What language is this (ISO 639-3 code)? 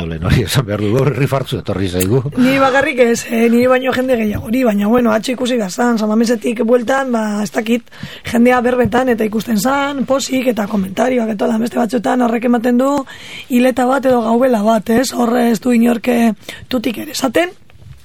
eus